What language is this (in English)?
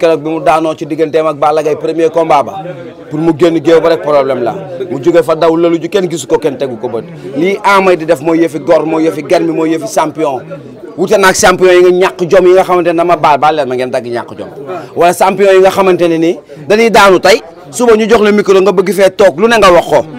Wolof